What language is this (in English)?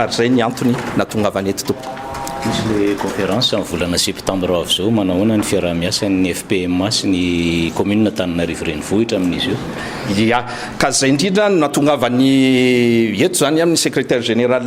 Malagasy